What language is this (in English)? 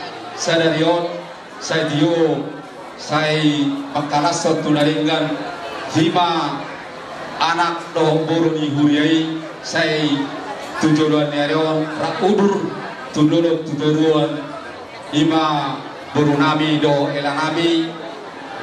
Batak Toba